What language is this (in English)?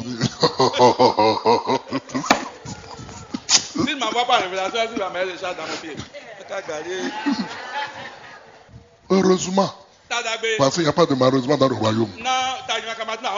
French